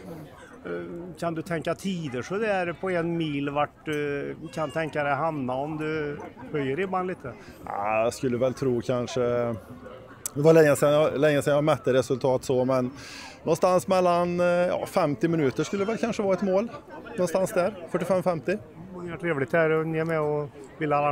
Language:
Swedish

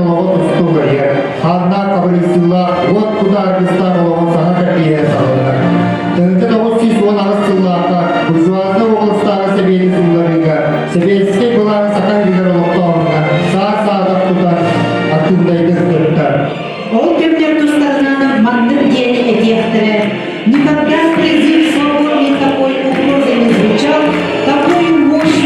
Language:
Yakut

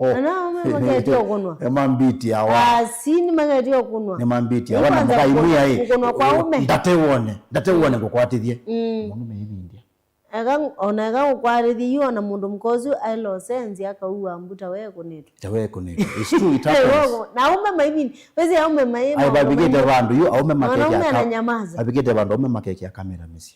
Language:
Kamba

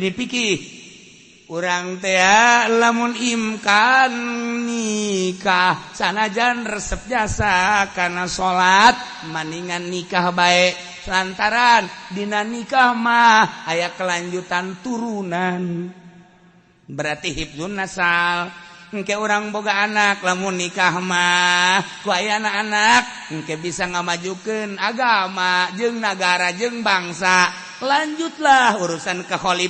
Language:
Sundanese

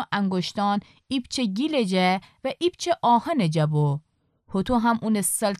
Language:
Gilaki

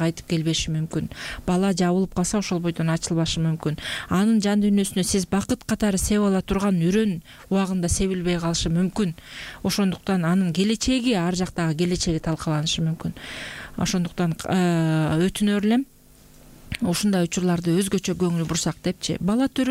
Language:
Kyrgyz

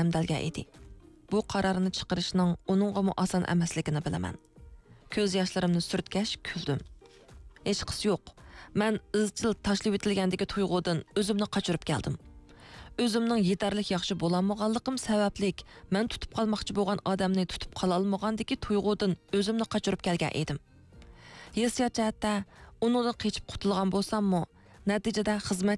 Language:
Uyghur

